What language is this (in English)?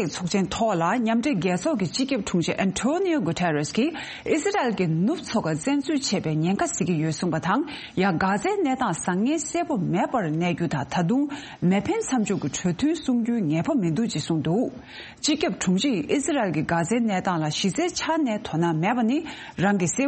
Tibetan